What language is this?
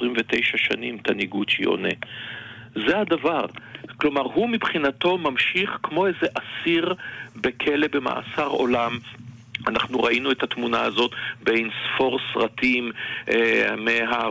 Hebrew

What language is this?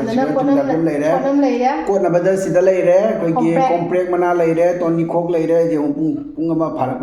Manipuri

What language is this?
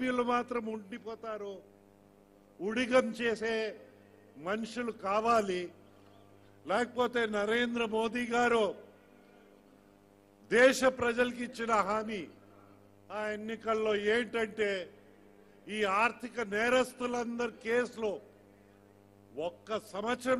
Telugu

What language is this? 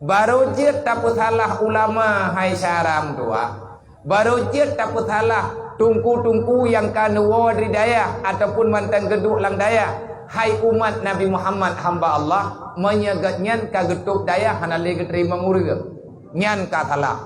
Achinese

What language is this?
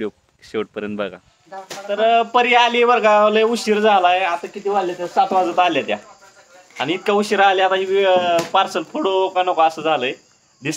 Marathi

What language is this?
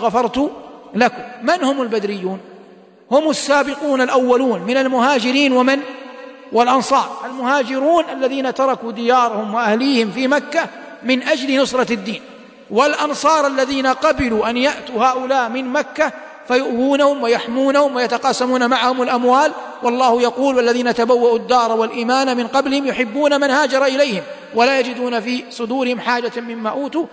Arabic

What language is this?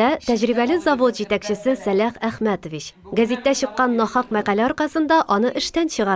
Tatar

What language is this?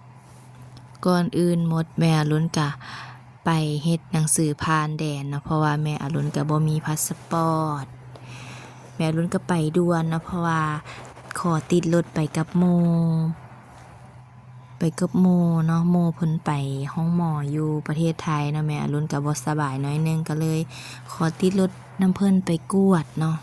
Lao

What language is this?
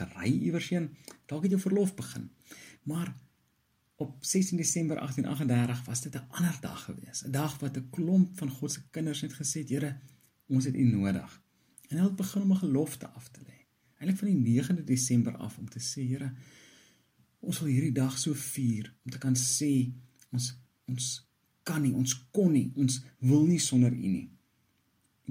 Afrikaans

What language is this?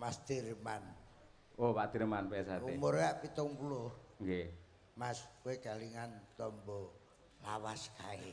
Javanese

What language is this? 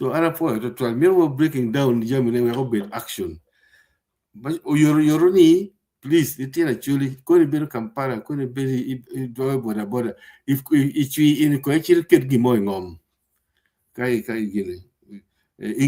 Acoli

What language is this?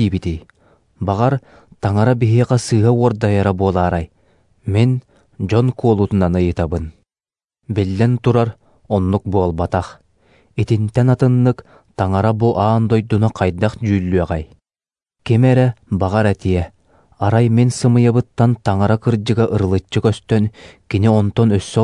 Yakut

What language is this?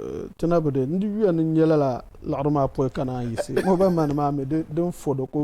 Dagbani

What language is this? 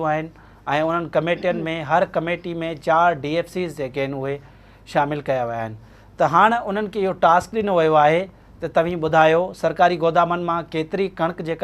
Sindhi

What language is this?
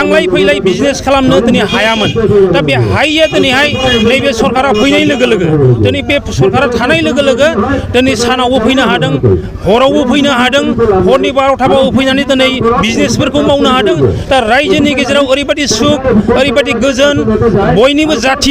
Bodo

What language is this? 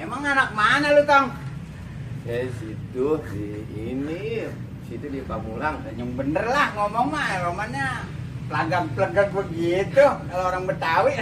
Betawi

